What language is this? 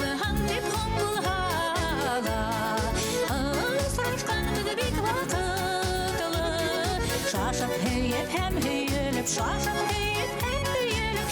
Bashkir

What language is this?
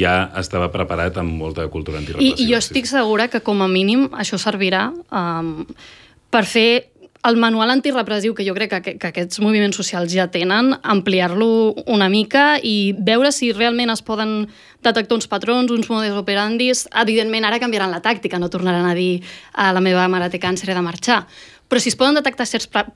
Catalan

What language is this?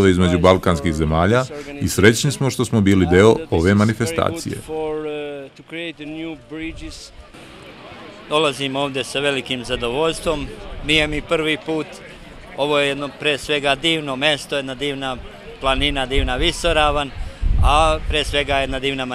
Serbian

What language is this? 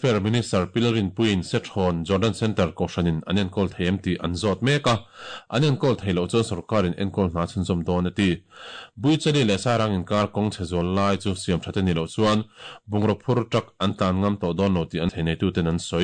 Mizo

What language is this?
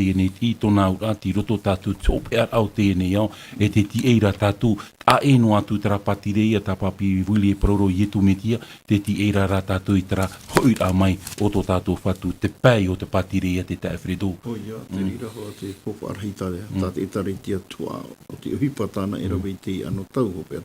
Tahitian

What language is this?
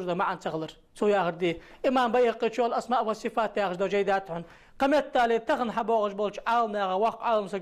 Ingush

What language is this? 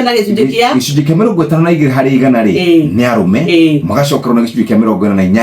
Kikuyu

